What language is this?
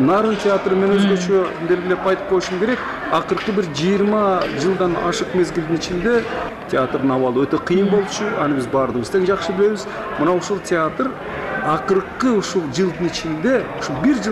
Kyrgyz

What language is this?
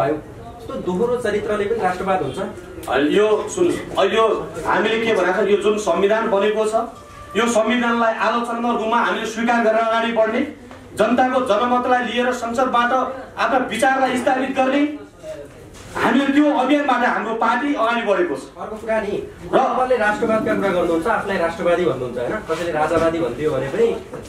Nepali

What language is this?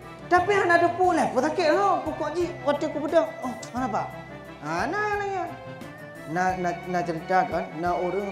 Achinese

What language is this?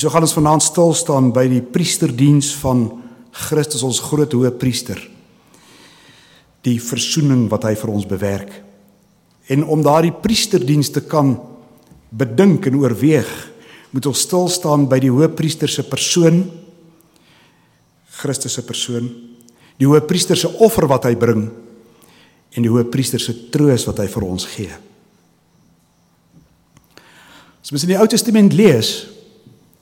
Afrikaans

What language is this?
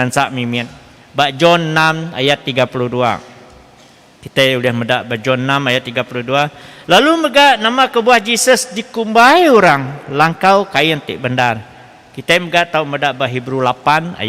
Iban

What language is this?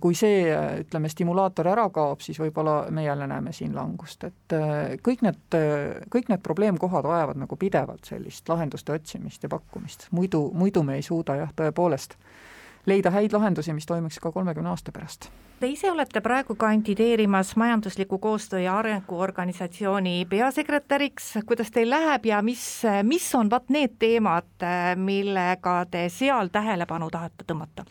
Estonian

